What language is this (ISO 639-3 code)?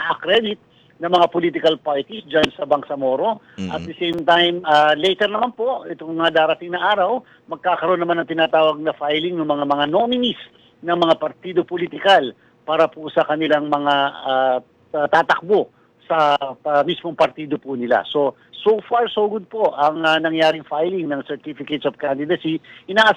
fil